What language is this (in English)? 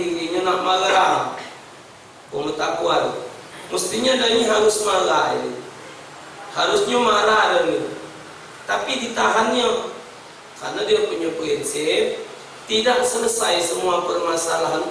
Musi